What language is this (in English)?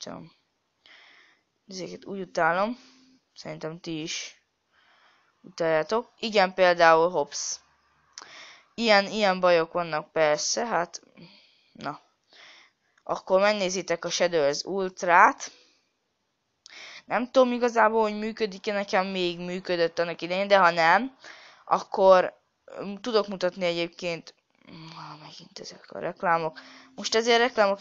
Hungarian